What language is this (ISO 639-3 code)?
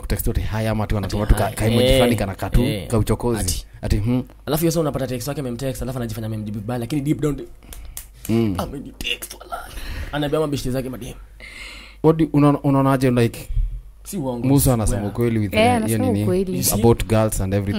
swa